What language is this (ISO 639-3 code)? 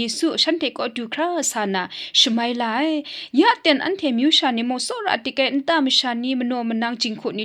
kac